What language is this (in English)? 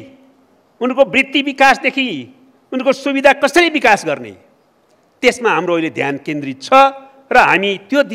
Nepali